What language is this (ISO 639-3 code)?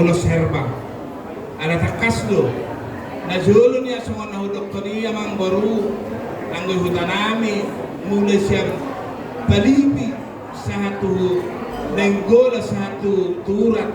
bbc